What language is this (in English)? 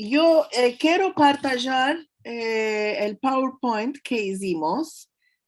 Ladino